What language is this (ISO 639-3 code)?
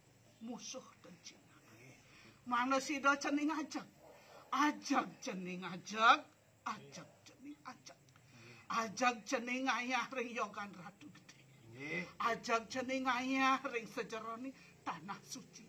ban